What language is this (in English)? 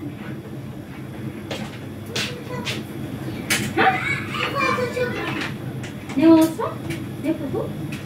Turkish